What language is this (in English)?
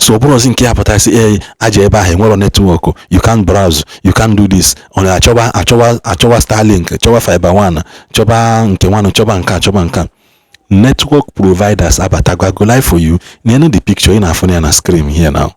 Igbo